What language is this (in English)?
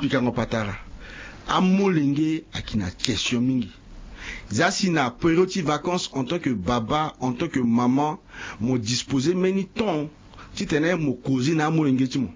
Sango